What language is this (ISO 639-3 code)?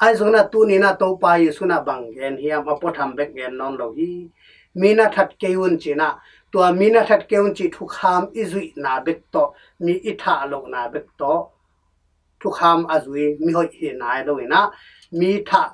ctd